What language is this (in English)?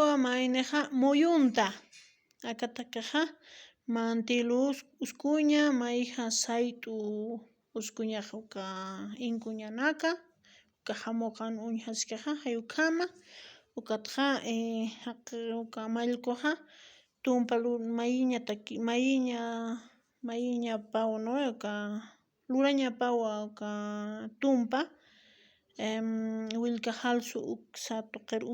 Aymara